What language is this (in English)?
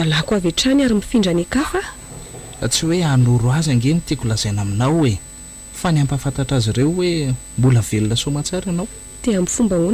Malagasy